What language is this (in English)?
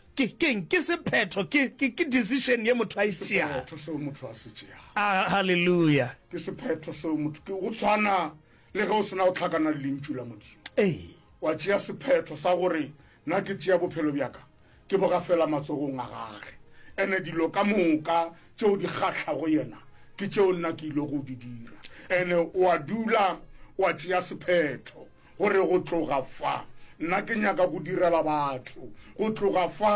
Northern Sotho